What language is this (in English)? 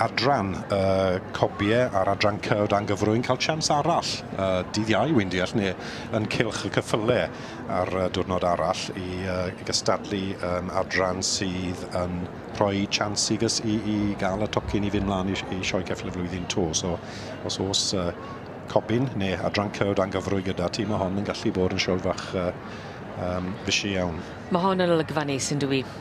Welsh